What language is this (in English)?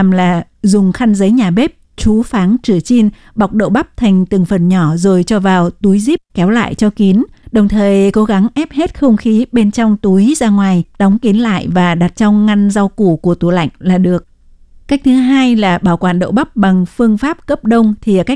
Vietnamese